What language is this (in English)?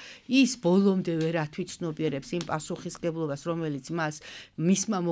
Georgian